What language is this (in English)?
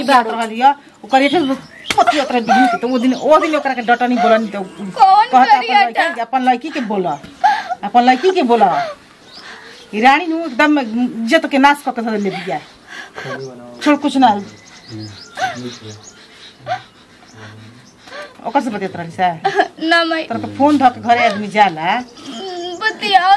Bhojpuri